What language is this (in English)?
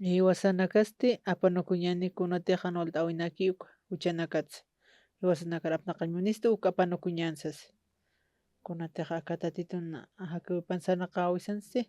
Aymara